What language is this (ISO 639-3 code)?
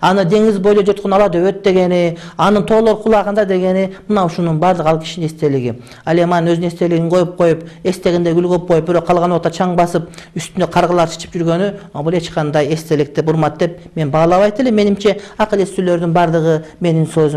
kir